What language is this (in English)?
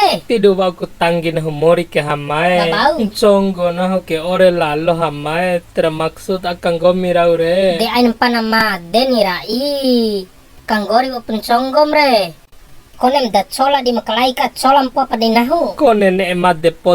Bima